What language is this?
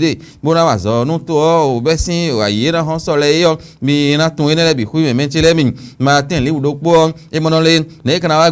Fon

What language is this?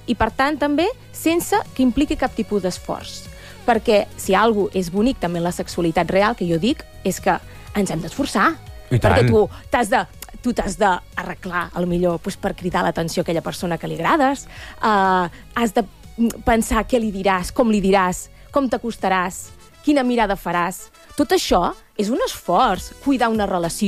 Catalan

